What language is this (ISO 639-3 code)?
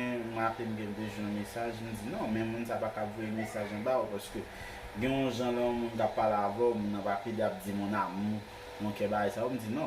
hat